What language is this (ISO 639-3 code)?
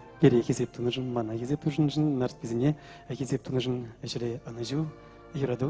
chv